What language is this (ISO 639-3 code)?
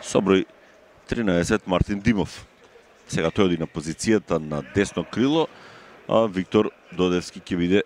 mkd